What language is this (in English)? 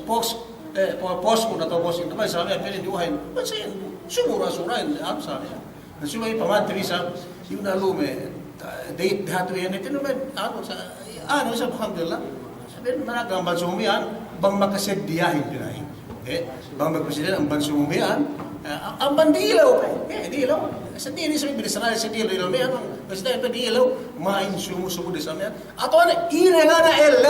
Yakan